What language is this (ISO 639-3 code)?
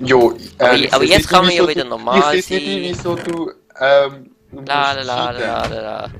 gsw